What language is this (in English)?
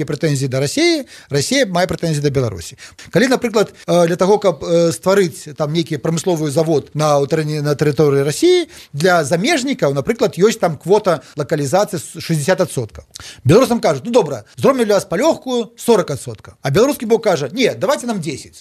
Belarusian